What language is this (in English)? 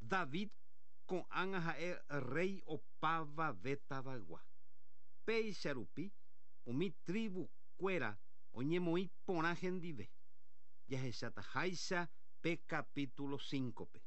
Guarani